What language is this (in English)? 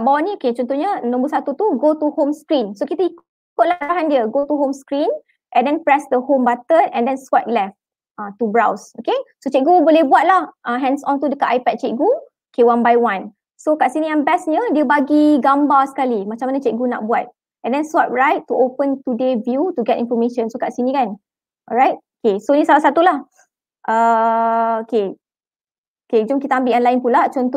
Malay